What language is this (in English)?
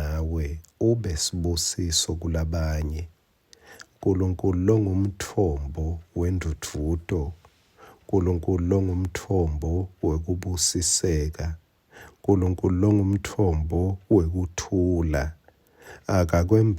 Swati